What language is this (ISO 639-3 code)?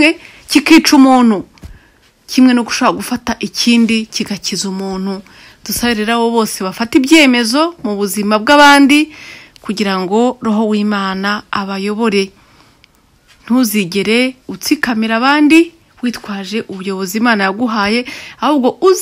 kin